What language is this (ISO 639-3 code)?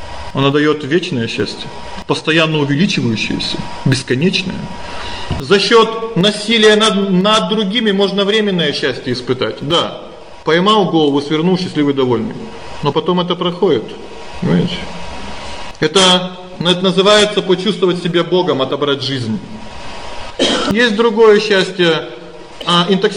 rus